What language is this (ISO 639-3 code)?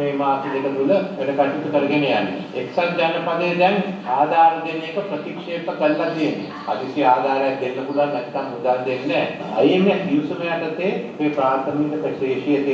sin